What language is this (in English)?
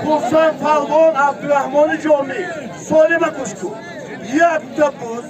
Tajik